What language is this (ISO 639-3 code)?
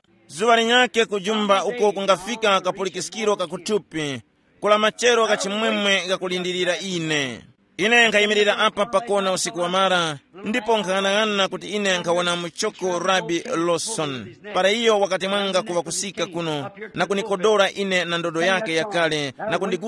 tum